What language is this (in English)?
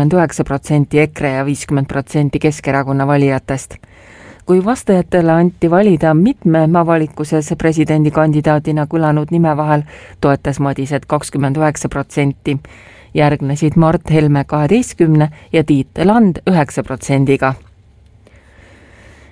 Estonian